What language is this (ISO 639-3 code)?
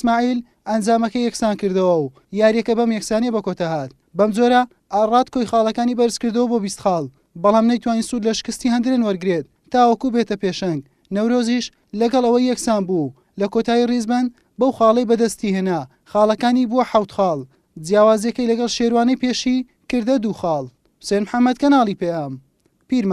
ckb